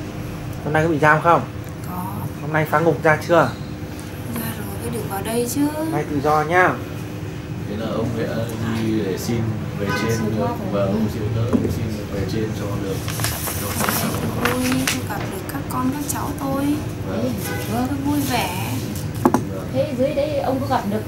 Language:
Vietnamese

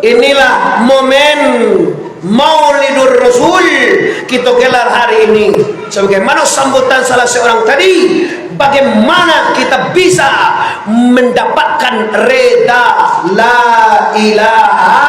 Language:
Minangkabau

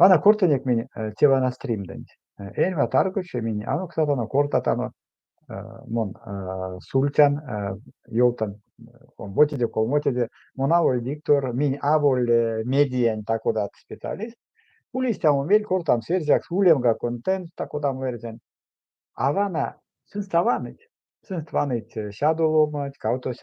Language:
Erzya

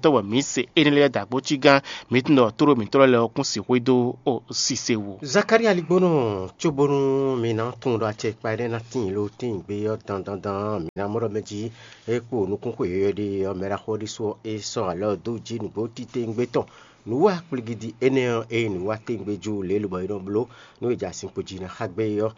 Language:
Fon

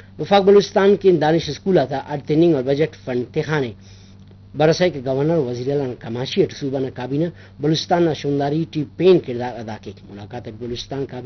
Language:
Brahui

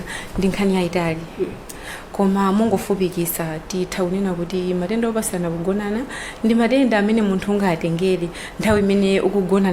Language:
Nyanja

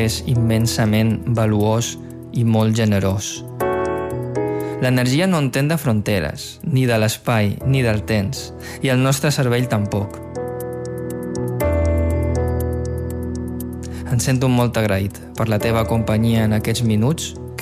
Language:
Catalan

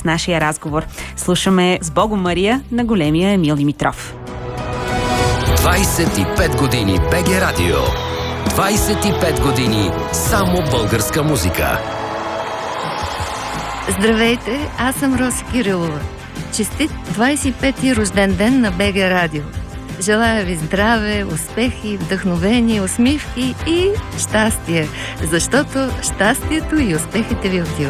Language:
Bulgarian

